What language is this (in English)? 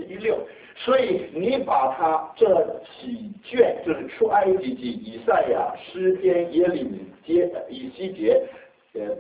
Chinese